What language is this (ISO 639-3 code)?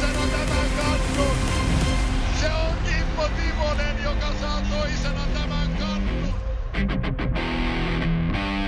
fin